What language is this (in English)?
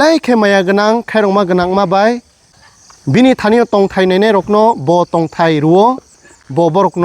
Kok Borok